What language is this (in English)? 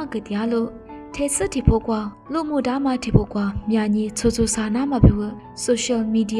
Lisu